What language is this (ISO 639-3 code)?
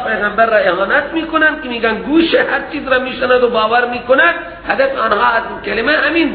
fas